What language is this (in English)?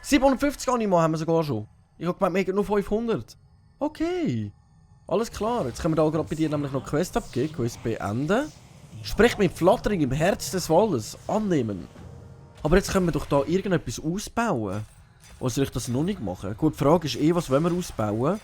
Swiss German